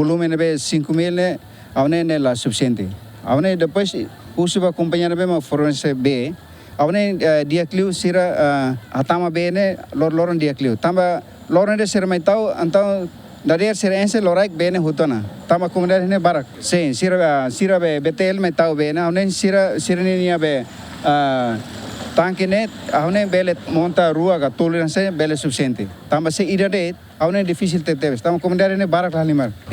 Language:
Tetum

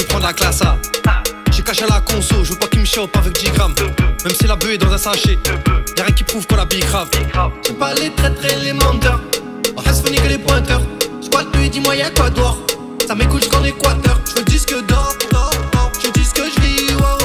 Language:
French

